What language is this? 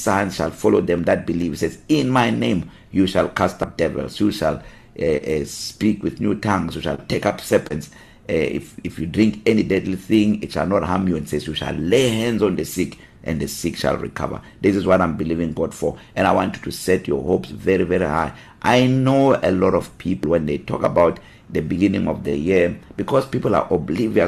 English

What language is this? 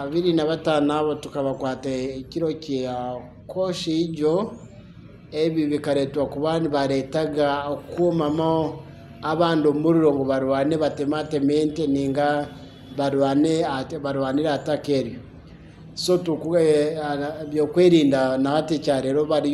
Nyankole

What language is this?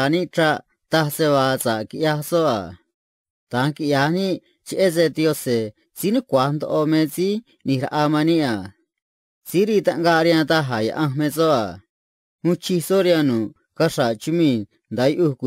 Copala Triqui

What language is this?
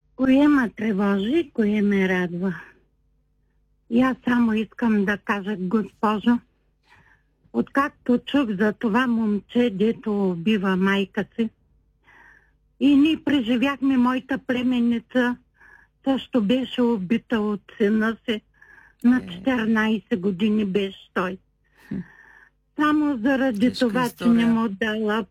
Bulgarian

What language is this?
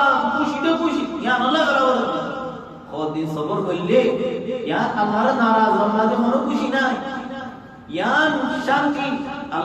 Rohingya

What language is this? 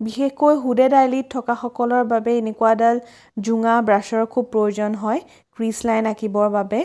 Assamese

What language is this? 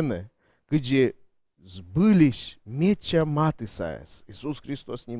Komi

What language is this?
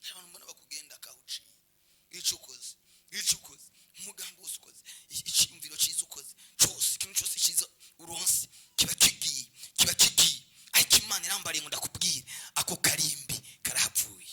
Rundi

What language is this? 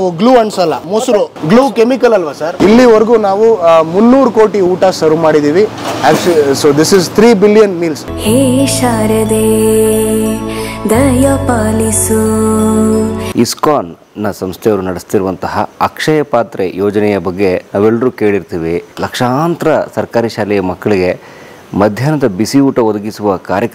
Kannada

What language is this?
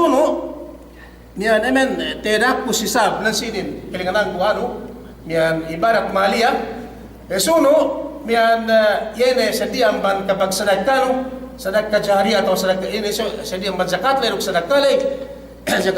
Yakan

